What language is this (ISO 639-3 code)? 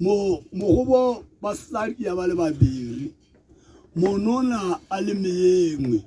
tsn